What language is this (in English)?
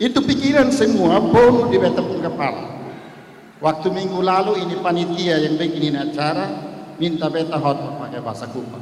Kupang Malay